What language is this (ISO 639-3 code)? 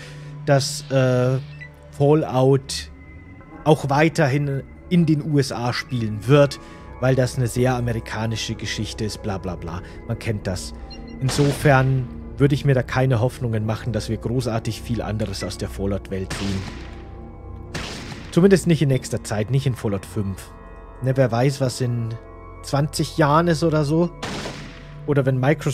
deu